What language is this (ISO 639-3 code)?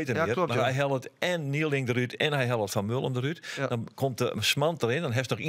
fry